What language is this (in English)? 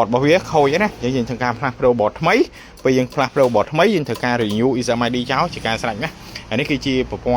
Khmer